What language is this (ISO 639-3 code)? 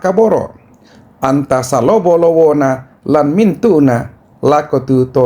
sda